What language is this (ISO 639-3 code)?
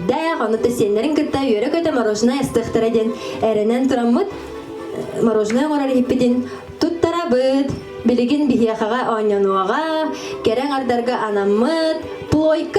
sah